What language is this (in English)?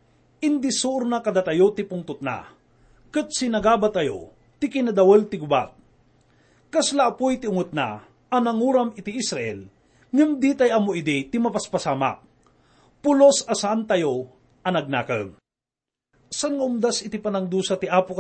Iloko